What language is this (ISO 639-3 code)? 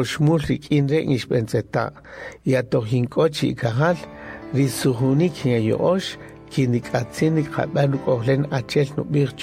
cak